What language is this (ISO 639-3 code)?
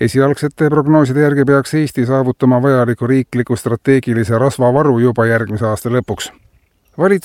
est